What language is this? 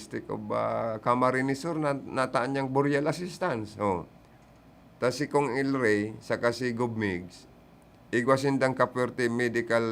Bikol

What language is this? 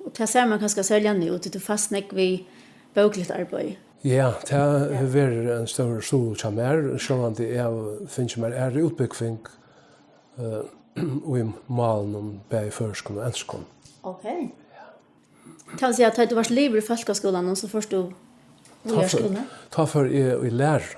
Faroese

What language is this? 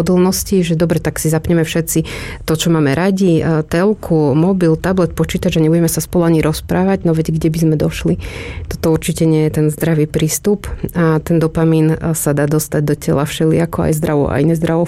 Slovak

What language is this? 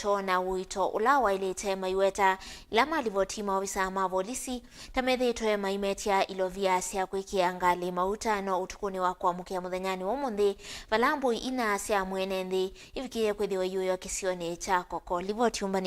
Kamba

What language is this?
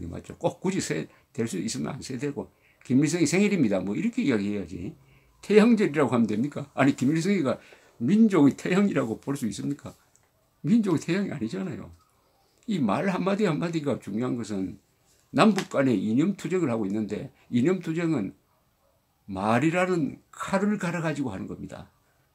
Korean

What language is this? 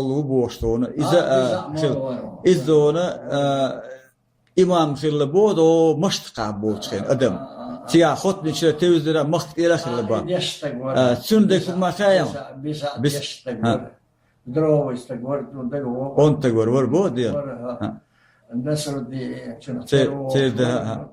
Chechen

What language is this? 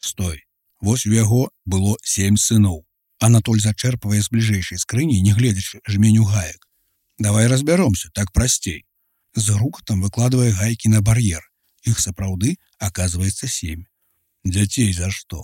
Belarusian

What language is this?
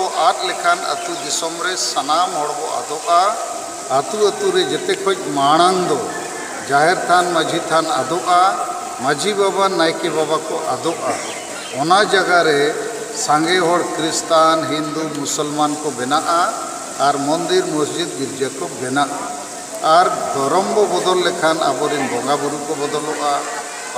Santali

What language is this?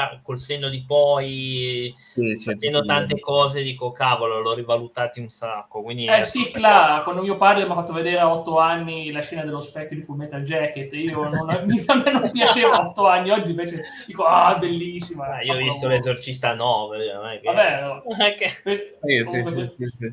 Italian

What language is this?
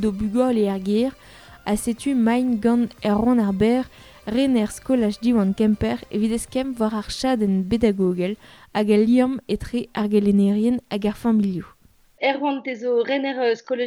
Breton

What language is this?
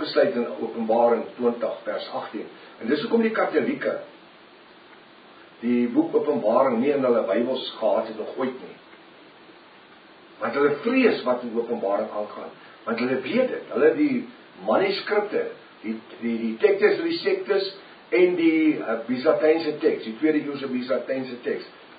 Afrikaans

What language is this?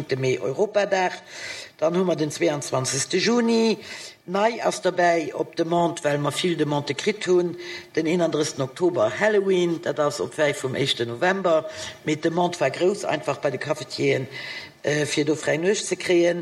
Luxembourgish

